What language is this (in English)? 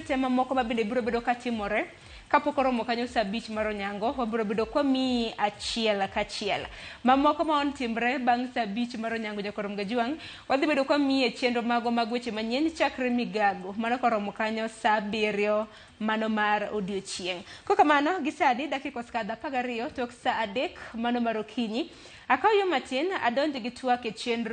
Luo (Kenya and Tanzania)